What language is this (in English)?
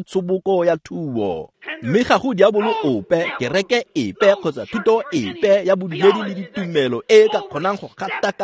Tswana